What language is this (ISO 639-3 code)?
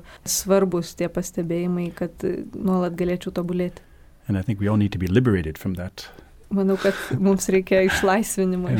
lit